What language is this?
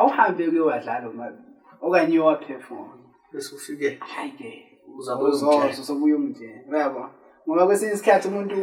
Zulu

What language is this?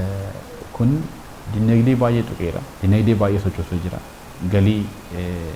Oromo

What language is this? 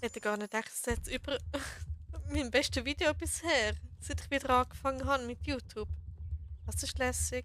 Swiss German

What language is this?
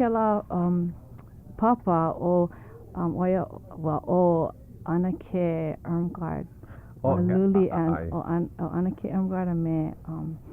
Hawaiian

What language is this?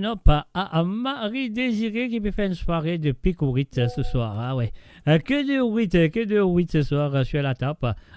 Morisyen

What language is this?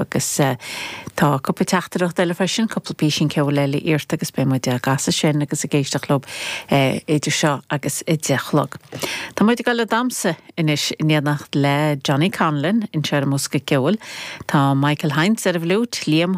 Irish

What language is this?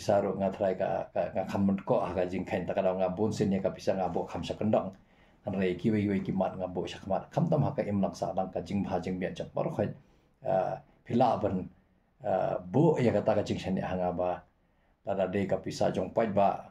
Khasi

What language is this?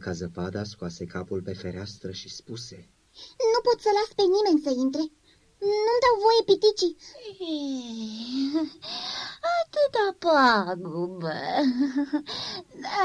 Romanian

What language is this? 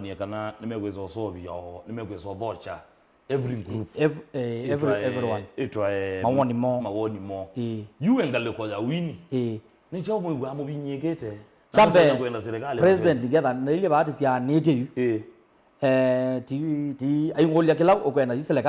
Kamba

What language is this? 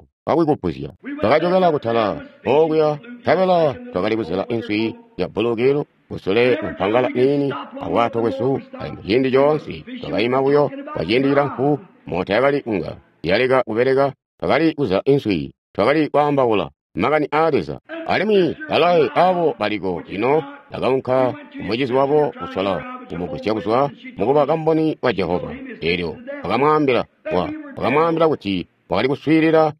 Tonga (Zambia)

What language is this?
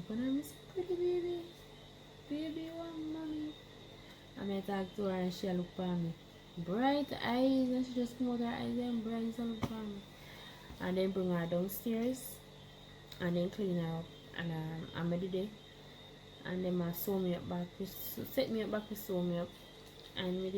Jamaican Creole English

